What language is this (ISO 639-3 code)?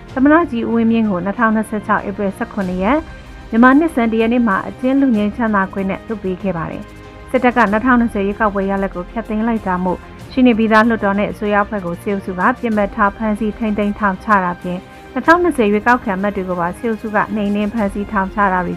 mya